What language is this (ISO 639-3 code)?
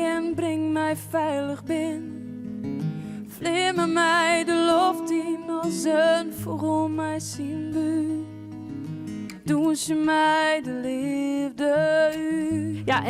fry